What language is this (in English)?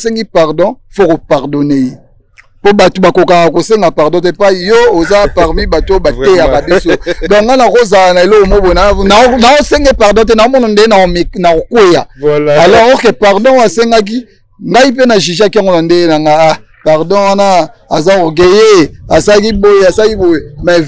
Lingala